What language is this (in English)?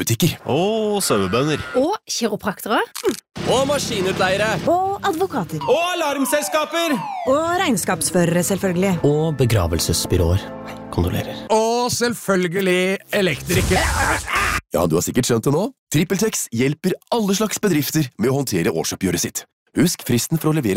Norwegian